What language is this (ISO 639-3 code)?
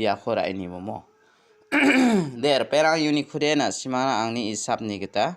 grt